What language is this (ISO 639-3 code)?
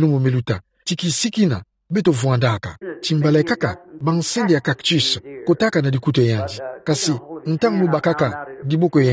ktu